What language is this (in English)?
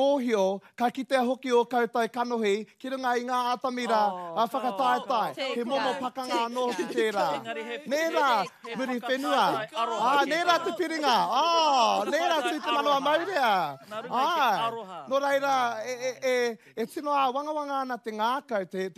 Māori